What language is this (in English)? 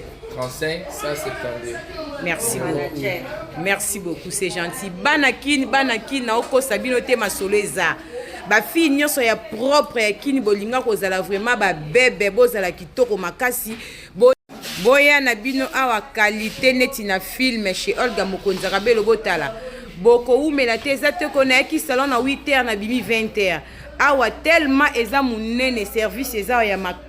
Lingala